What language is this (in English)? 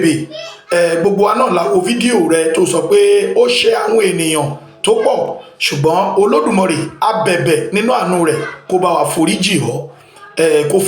Yoruba